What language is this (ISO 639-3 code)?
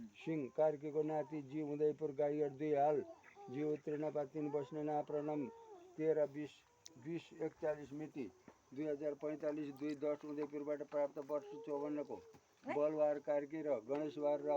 nep